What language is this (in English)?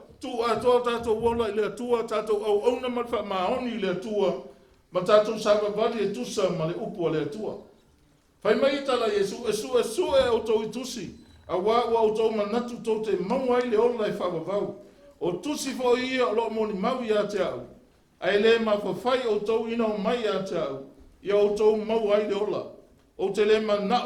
Samoan